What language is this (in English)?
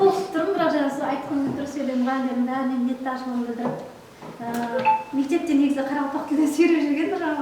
Kara-Kalpak